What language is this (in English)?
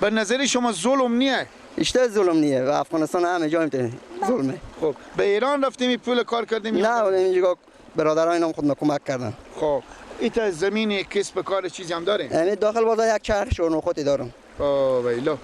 Persian